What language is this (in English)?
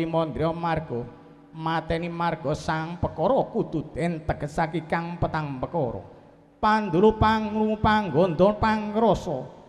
Javanese